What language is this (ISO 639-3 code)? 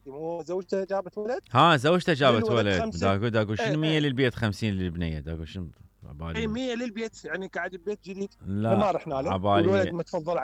acm